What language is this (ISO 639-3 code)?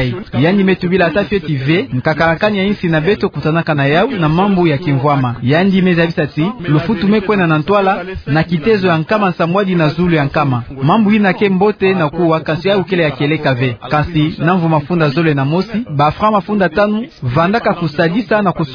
ktu